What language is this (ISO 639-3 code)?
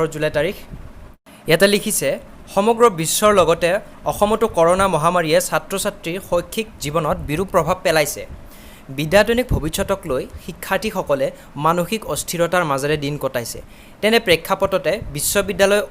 asm